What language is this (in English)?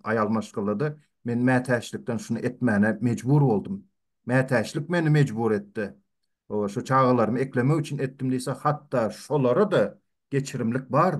Turkmen